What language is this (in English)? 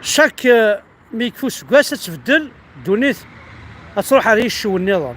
Kabyle